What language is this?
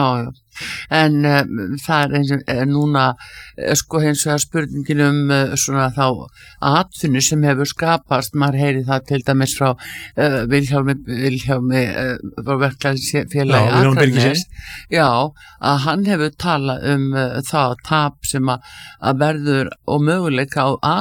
Icelandic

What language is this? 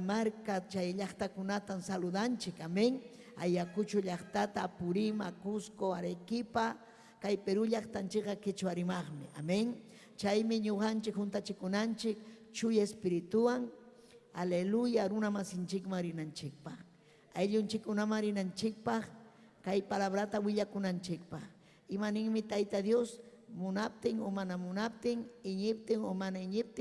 Ayacucho Quechua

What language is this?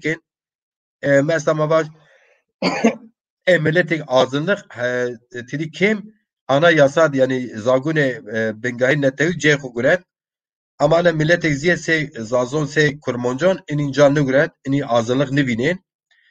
Zaza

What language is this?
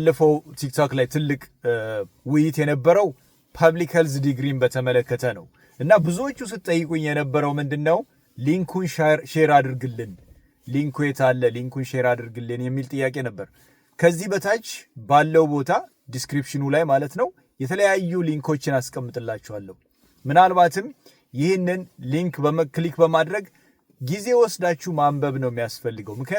Amharic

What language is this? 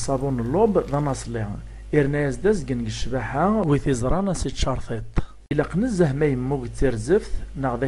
Kabyle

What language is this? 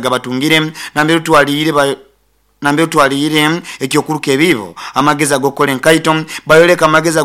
Nyoro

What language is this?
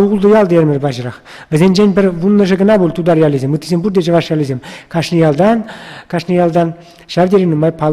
Chuvash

